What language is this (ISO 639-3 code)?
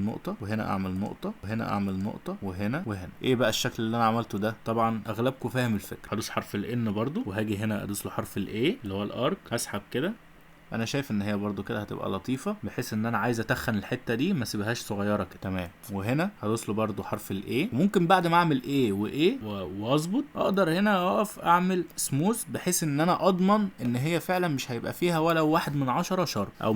arz